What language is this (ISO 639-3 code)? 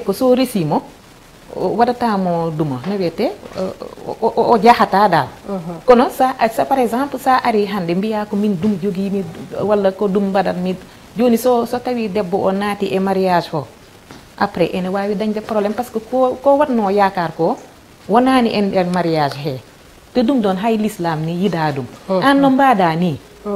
ful